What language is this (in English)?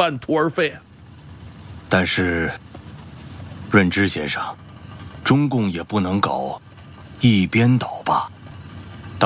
Chinese